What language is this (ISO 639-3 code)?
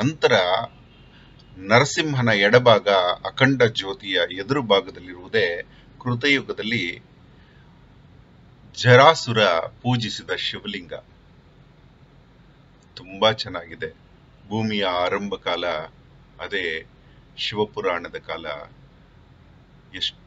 kan